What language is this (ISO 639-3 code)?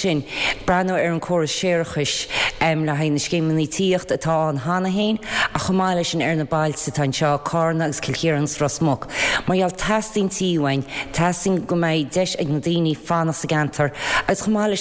gle